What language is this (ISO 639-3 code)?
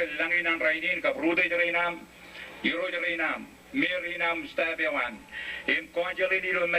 mah